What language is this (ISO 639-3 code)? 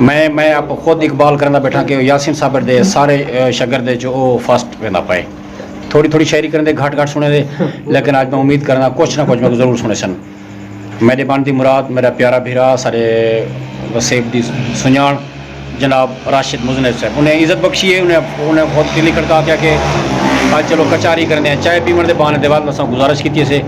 skr